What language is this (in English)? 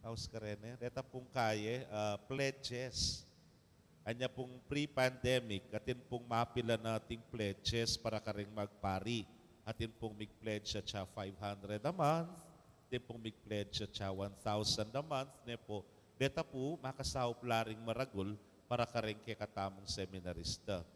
Pampanga